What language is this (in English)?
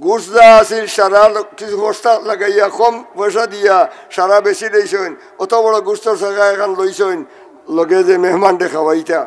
Sylheti